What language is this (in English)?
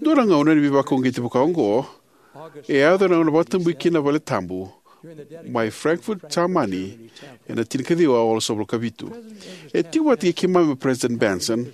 Fijian